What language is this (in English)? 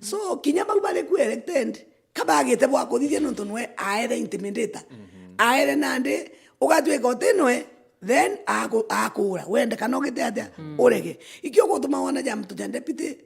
Meru